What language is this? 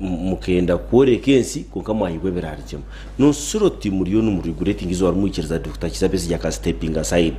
Nyankole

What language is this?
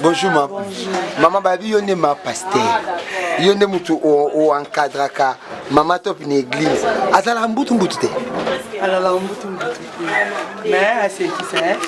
Lingala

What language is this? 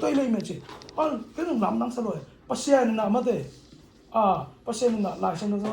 Tedim Chin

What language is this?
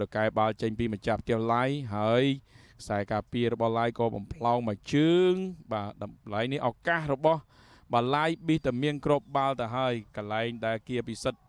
Khmer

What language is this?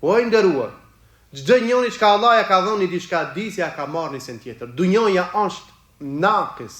Albanian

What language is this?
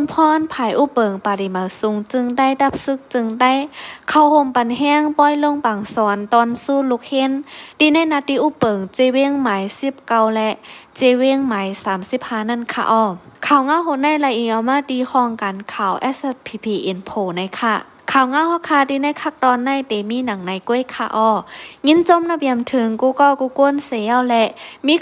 Shan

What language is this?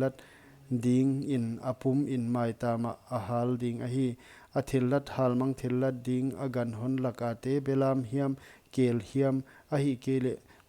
Paite Chin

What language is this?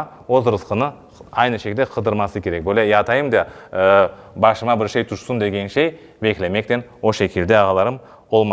Crimean Tatar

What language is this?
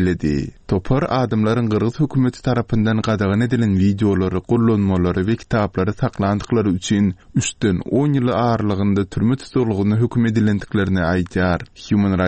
Turkmen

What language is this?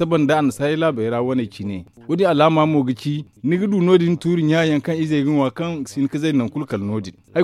Zarma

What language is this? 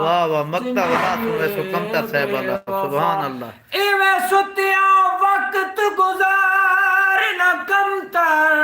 Saraiki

